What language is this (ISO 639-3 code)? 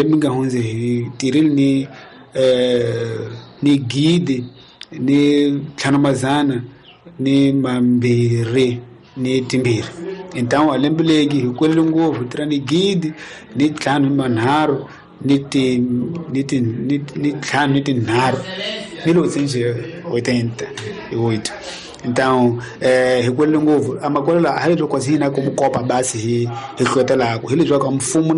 tso